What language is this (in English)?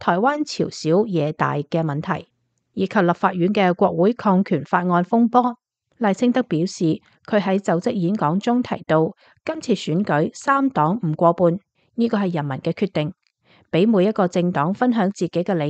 Cantonese